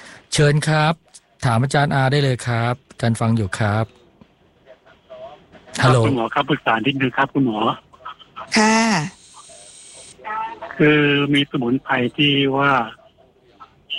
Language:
Thai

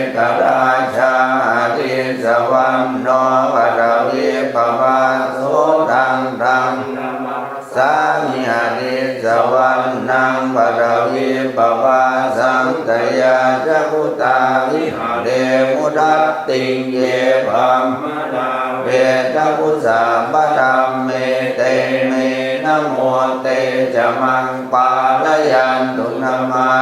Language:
Pali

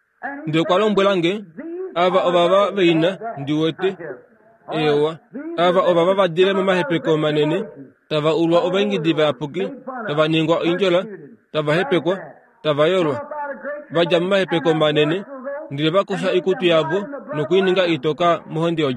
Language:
Kuanyama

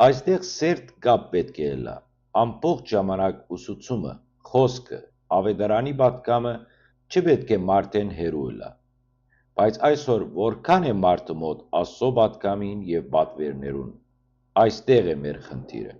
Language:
Western Armenian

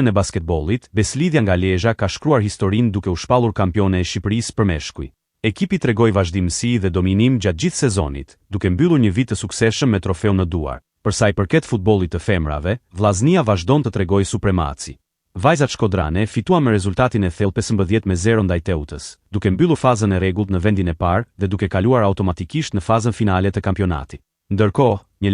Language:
Albanian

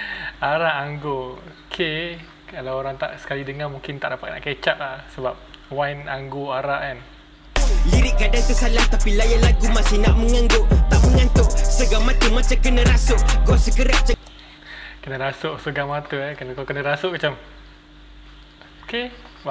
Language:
Malay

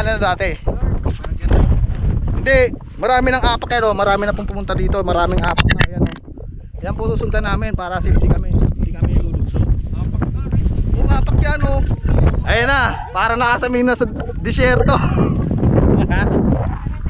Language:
Filipino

